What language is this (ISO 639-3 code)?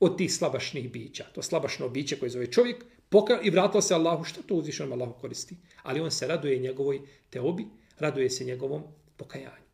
bos